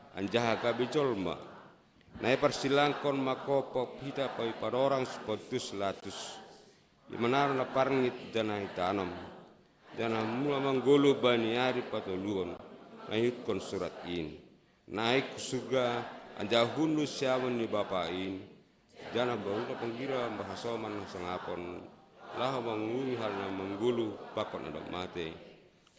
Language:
Batak Simalungun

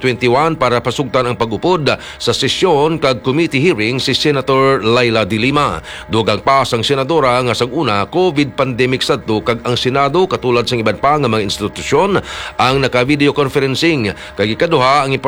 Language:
Hiligaynon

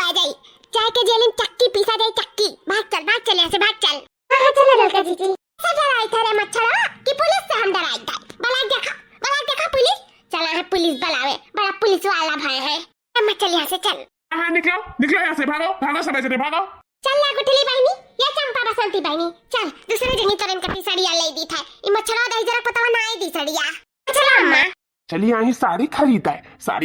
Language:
Awadhi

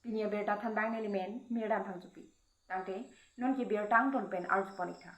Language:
Karbi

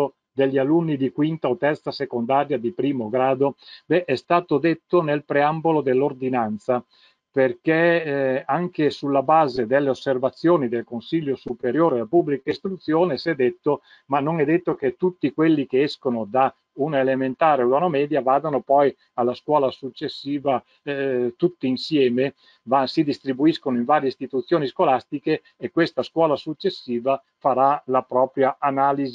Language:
Italian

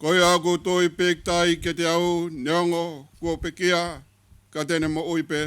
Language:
Tongan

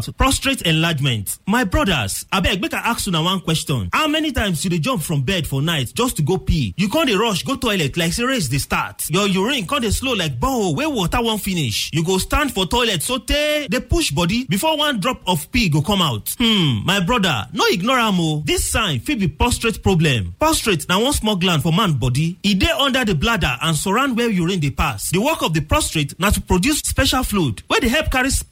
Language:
Nigerian Pidgin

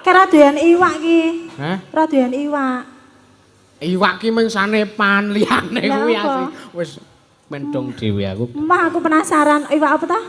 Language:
Javanese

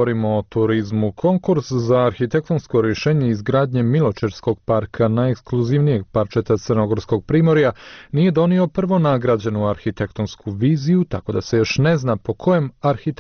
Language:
Serbian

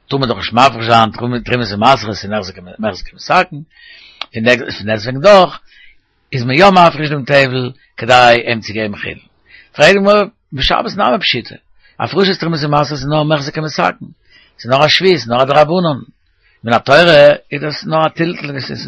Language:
Yiddish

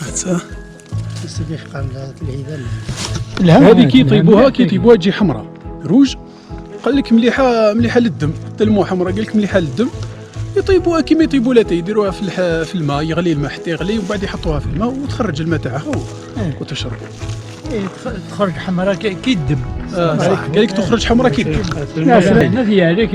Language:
Algerian Arabic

